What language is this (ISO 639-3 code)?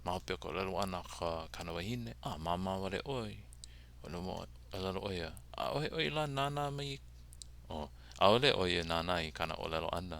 haw